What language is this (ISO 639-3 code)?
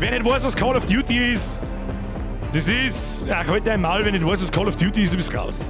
bar